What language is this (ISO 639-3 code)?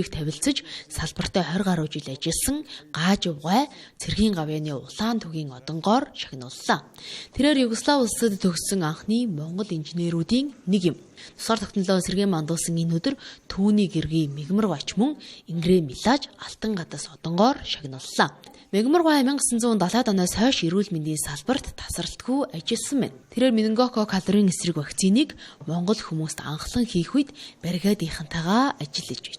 mon